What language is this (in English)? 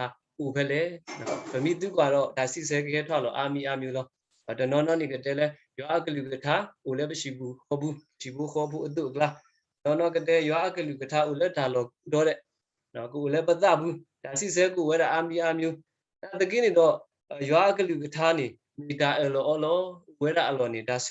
S'gaw Karen